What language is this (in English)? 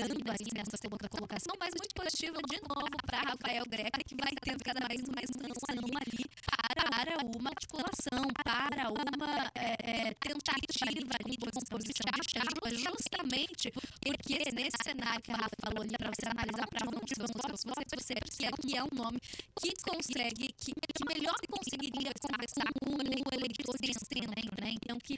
Portuguese